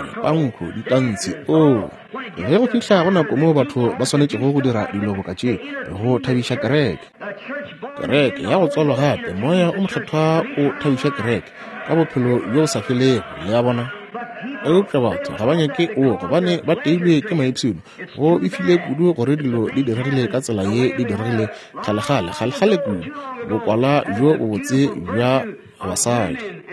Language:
Northern Sotho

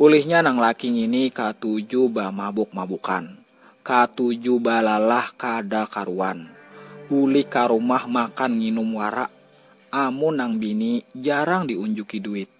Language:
Banjar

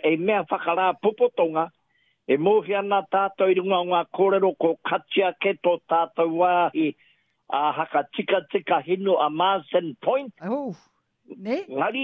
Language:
Māori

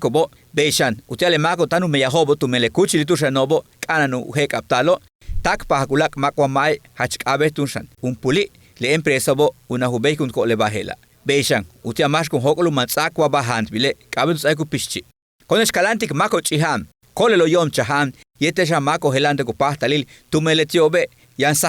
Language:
Yucateco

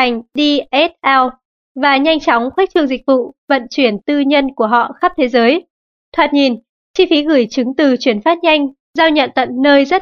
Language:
Vietnamese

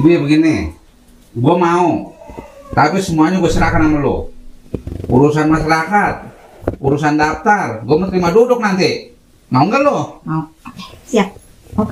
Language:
Betawi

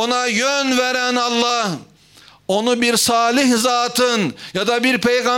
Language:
Turkish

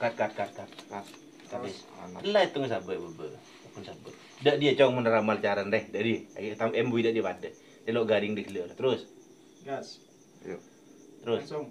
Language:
Madurese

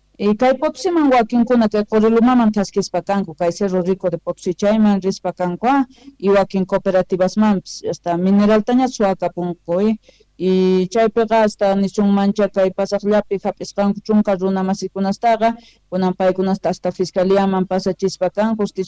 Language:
Quechua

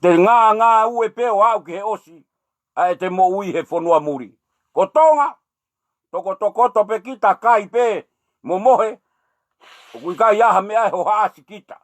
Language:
Tongan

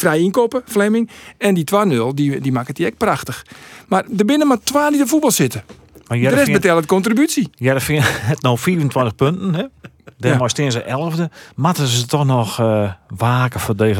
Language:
Western Frisian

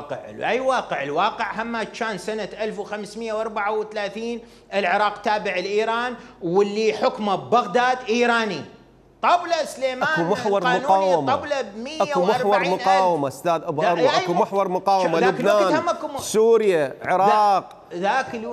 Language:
Mesopotamian Arabic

